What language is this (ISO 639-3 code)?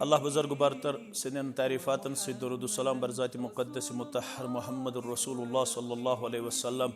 kas